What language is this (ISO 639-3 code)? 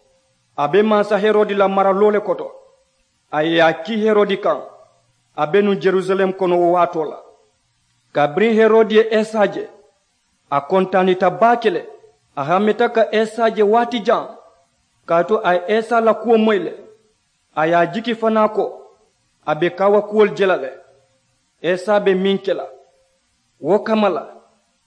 man